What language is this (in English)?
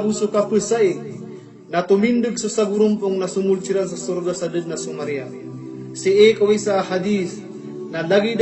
Maranao